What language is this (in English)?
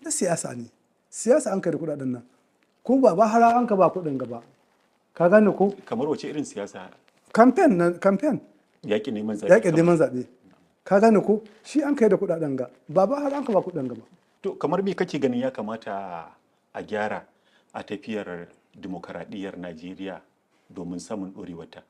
Hausa